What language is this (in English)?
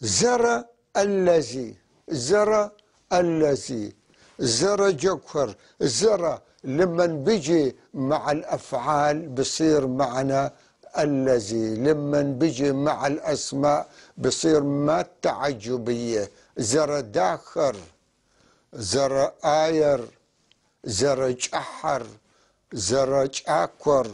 North Levantine Arabic